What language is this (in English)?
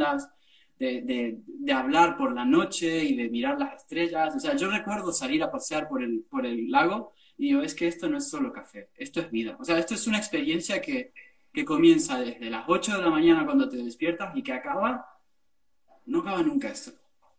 Spanish